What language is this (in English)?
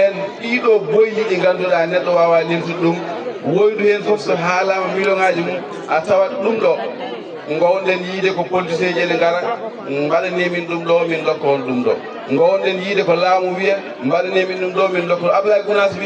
Fula